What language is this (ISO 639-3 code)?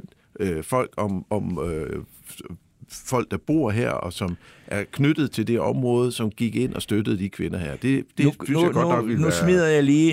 dan